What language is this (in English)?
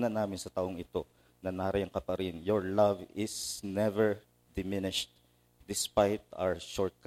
Filipino